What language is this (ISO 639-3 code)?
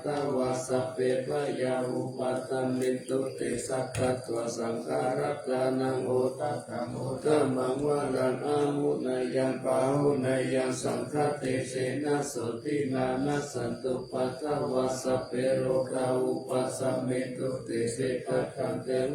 pli